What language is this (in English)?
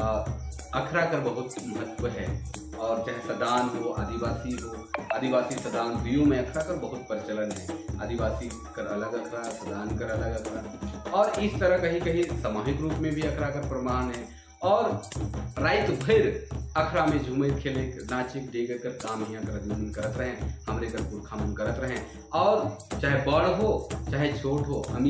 Sadri